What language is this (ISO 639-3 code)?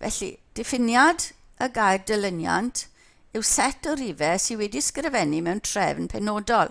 cym